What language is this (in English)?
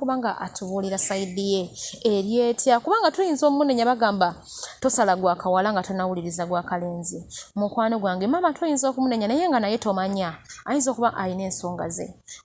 Ganda